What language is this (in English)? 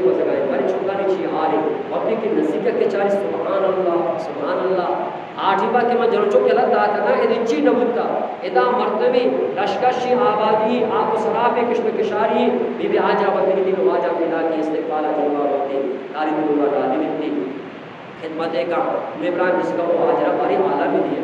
Eastern Balochi